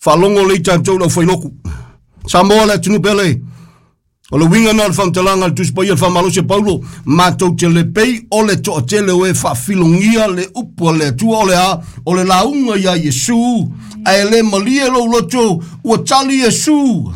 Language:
Samoan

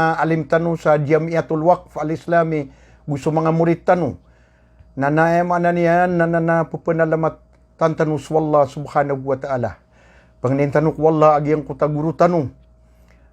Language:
Maranao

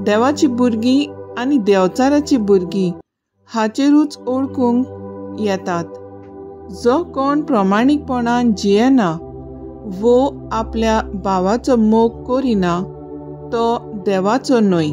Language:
Konkani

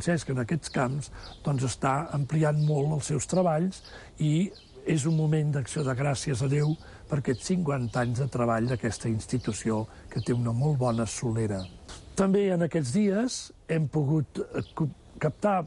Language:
Catalan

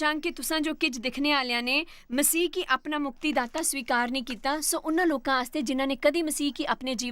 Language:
Dogri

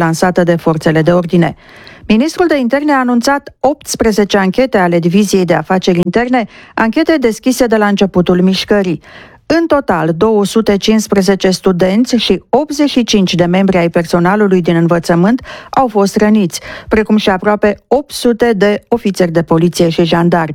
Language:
Romanian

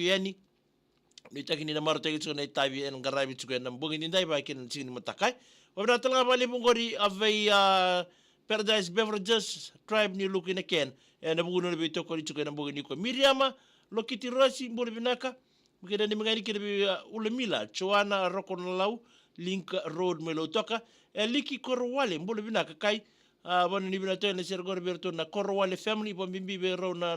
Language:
Fijian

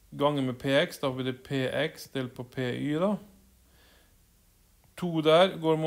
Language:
Norwegian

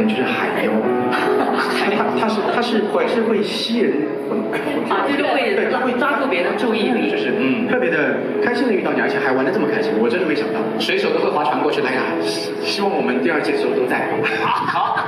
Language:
Chinese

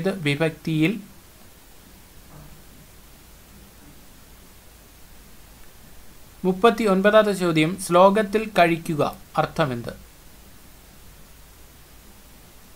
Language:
Malayalam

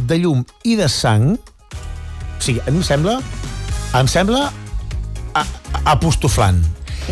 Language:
Catalan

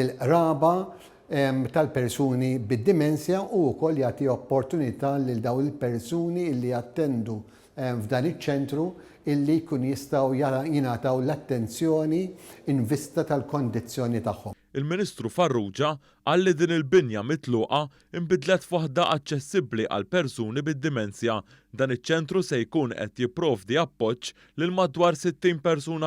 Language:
Maltese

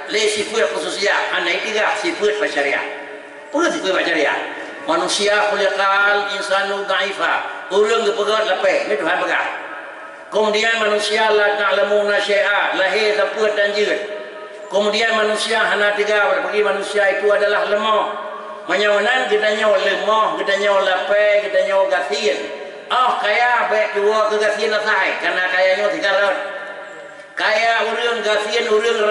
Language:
Achinese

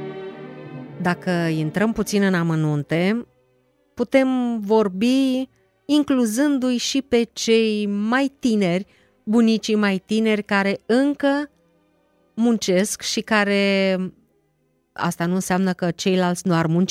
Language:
Romanian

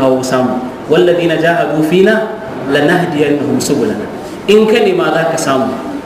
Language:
Hausa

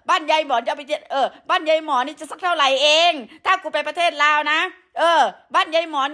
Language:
Northeastern Thai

